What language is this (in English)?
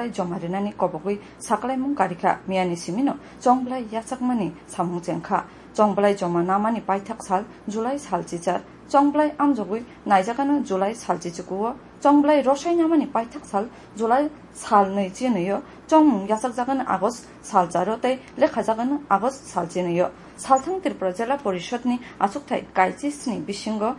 Kok Borok